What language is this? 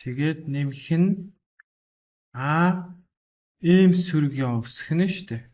Mongolian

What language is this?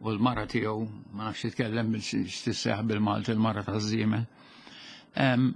Maltese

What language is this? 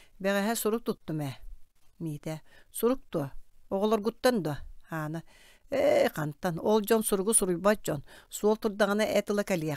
Yakut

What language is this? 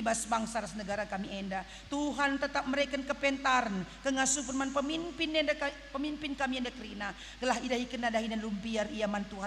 Batak Karo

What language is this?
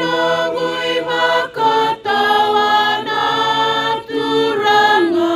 Fijian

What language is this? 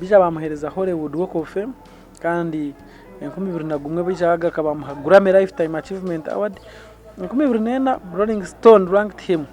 Nyankole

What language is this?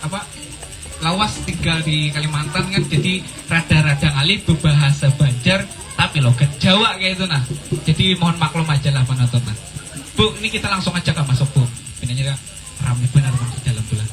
Banjar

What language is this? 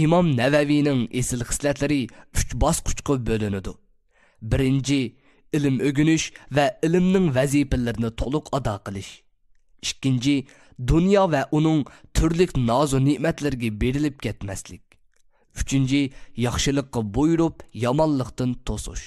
Uyghur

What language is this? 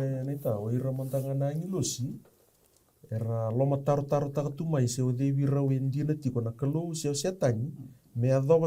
Fijian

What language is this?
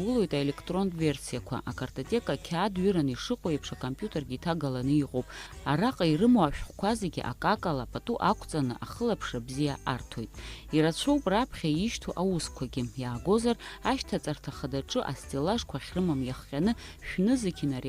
Abkhazian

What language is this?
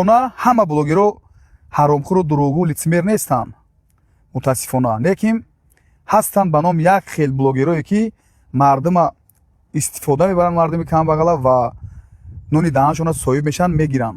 Tajik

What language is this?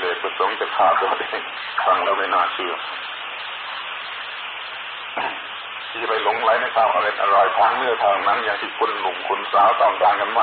Thai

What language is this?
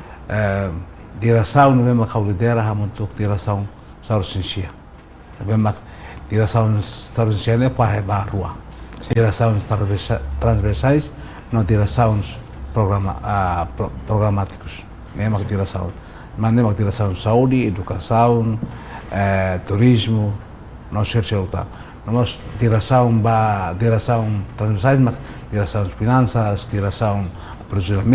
Tetum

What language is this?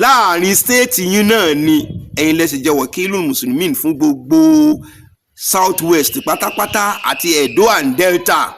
Yoruba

